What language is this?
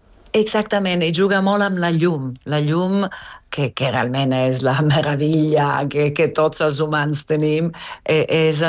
Catalan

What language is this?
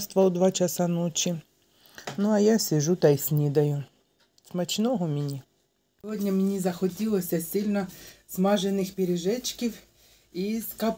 Ukrainian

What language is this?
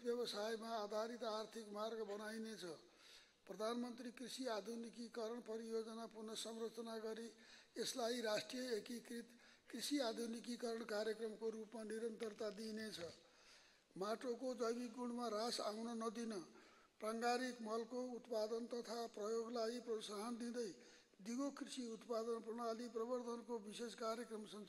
Nepali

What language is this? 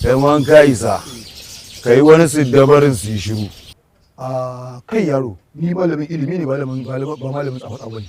Hausa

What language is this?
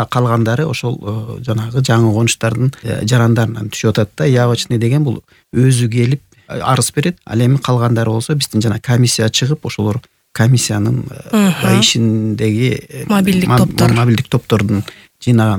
Kyrgyz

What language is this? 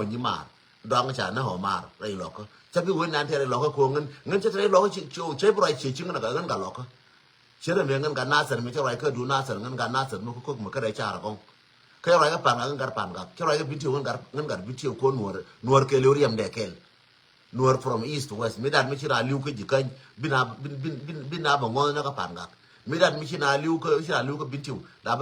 Nuer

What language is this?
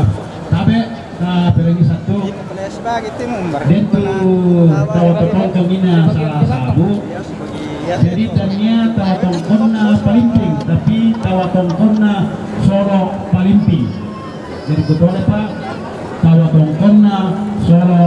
Toraja-Sa'dan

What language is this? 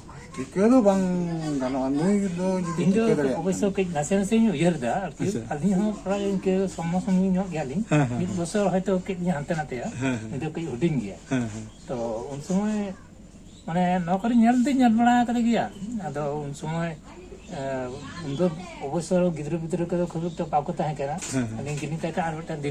Santali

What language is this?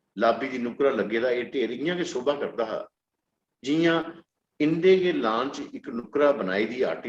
Dogri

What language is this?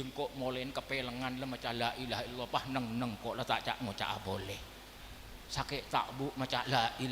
Madurese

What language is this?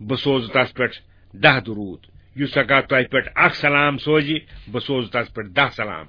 Kashmiri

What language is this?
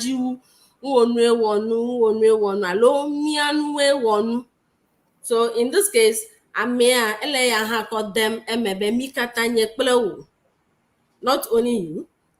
Ewe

